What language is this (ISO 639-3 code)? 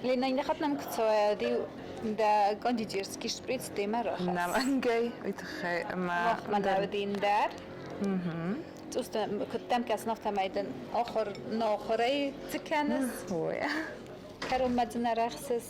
oss